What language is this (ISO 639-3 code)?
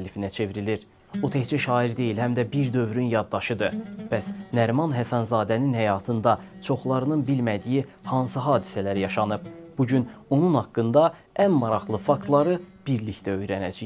aze